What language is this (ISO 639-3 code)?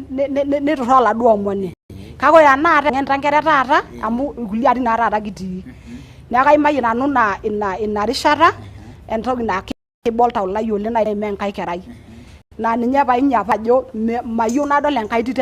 mas